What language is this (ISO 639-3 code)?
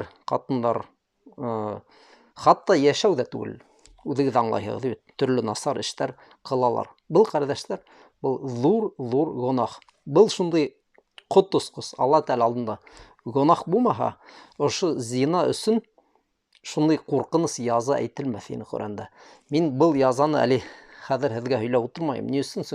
bak